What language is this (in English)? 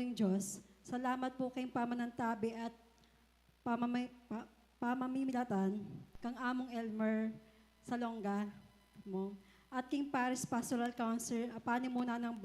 Pampanga